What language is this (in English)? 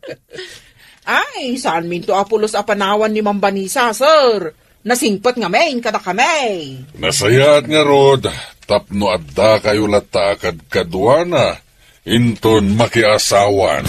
Iloko